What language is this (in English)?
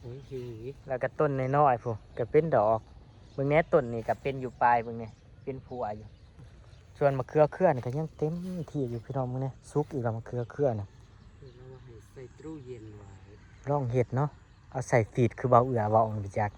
Northeastern Thai